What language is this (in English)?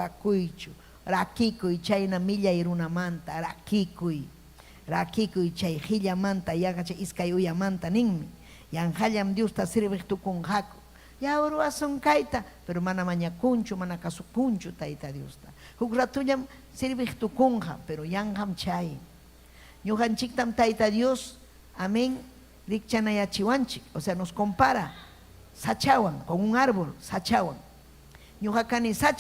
Ayacucho Quechua